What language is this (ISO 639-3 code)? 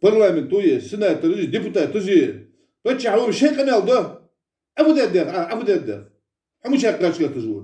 inh